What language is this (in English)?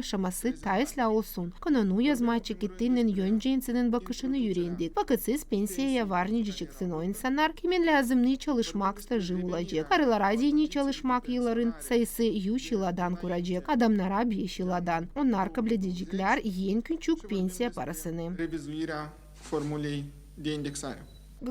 Gagauz